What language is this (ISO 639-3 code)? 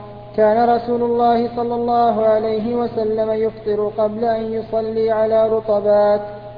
ara